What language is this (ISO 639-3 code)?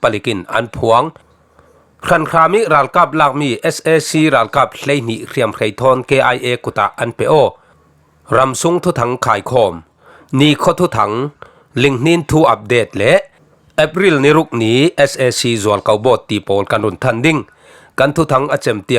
cfm